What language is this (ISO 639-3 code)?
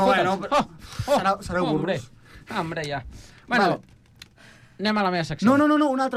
cat